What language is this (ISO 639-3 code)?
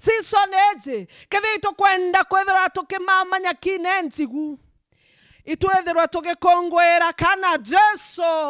mer